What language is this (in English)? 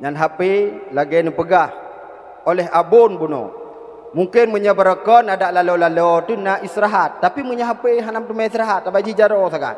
Achinese